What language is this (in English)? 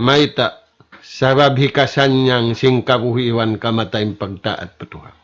Tausug